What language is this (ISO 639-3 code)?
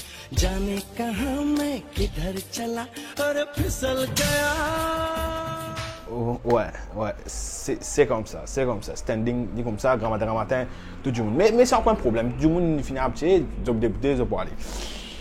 mfe